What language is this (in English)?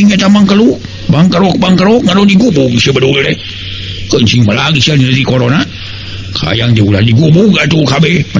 Sundanese